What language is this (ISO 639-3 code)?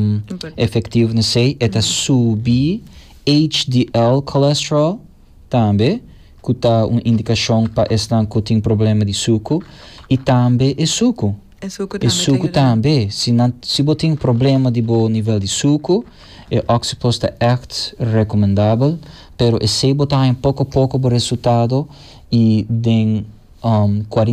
pap